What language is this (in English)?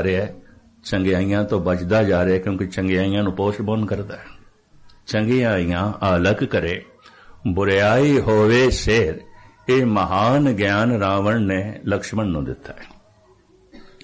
Punjabi